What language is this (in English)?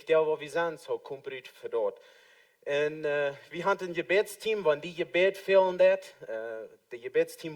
Plautdietsch